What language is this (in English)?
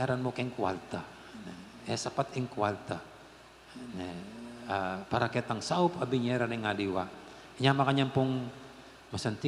Pampanga